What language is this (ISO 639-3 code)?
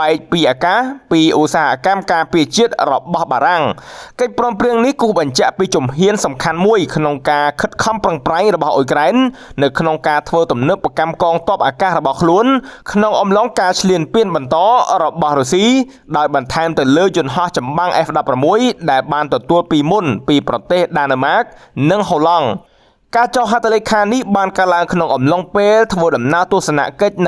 khm